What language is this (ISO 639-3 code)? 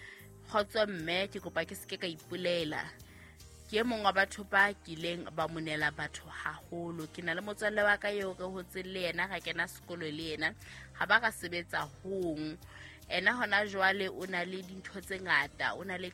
sot